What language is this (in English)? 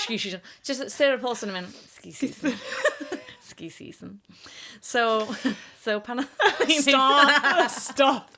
Welsh